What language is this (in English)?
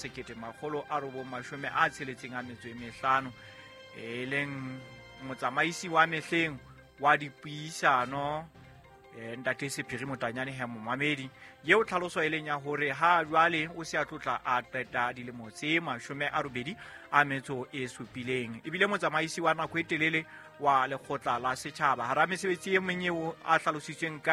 Southern Sotho